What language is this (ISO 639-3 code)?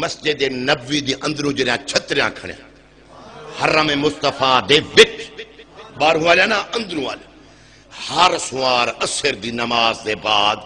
skr